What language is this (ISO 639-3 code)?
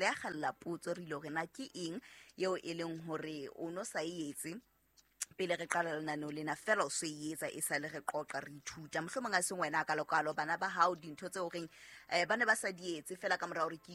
sot